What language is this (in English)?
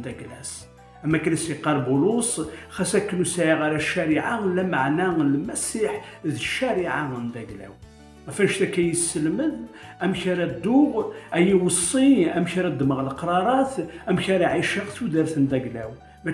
Kabyle